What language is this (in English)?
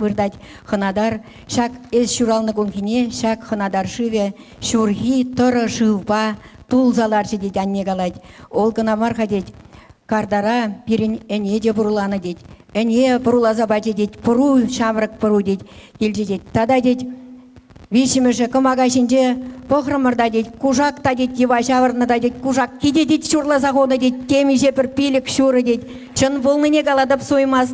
Chuvash